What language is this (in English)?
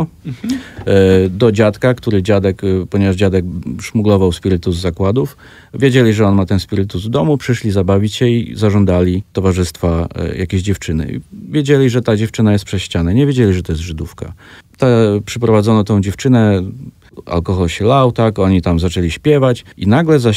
Polish